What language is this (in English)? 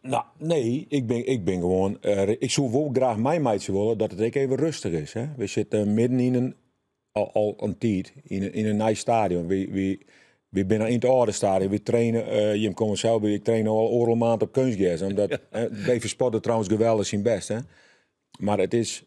Western Frisian